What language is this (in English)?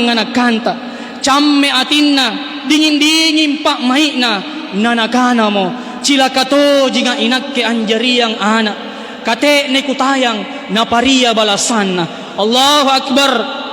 Makasar